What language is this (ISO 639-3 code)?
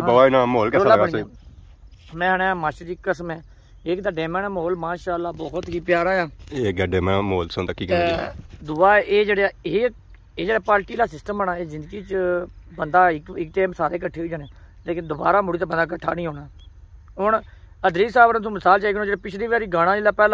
phr